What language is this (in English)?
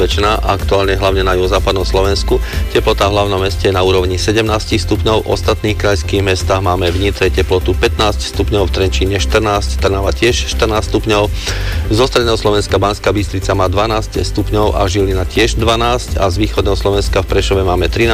Slovak